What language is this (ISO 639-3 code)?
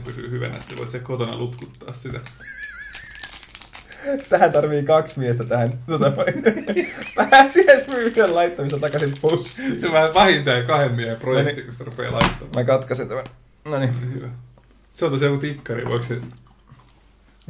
fin